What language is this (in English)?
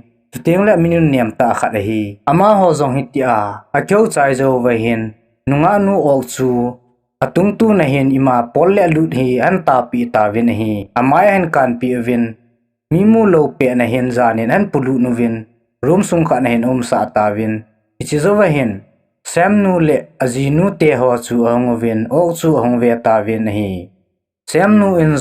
Thado Chin